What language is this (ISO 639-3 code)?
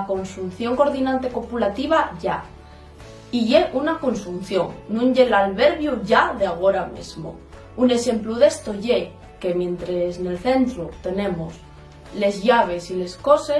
ast